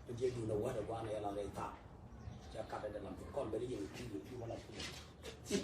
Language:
Nuer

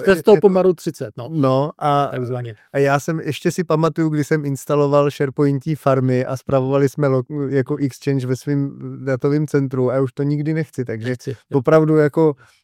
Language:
Czech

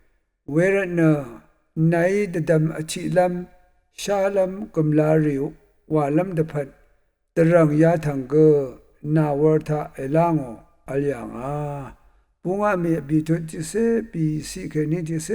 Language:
Rawang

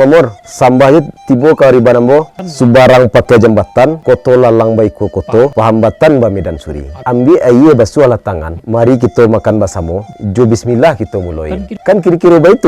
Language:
Minangkabau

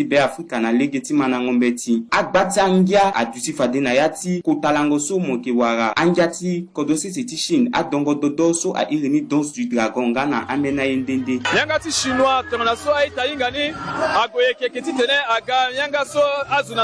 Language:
Sango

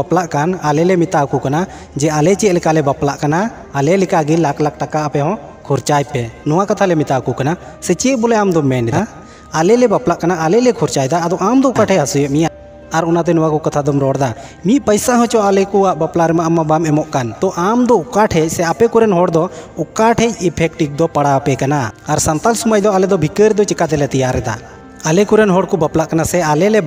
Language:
Santali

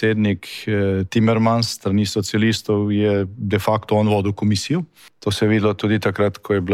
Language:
Slovenian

